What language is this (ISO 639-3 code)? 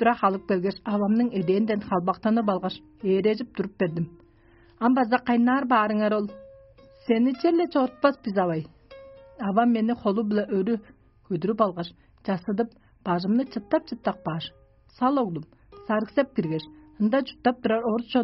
tyv